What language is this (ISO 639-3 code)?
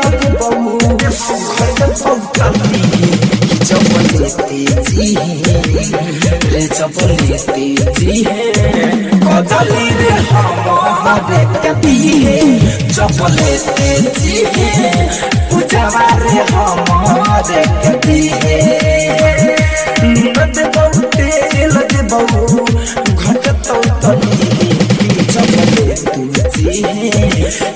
bho